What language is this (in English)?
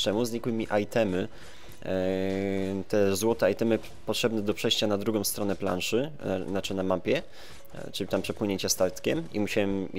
Polish